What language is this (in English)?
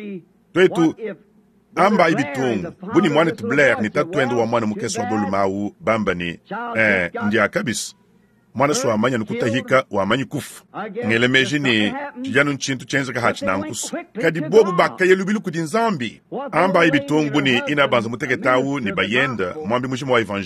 Luba-Lulua